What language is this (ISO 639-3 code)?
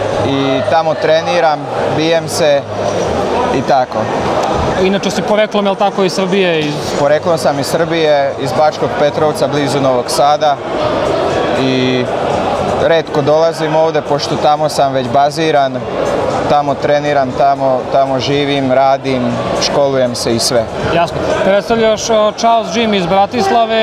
srp